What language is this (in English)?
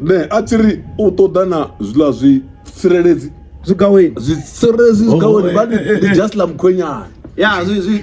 Venda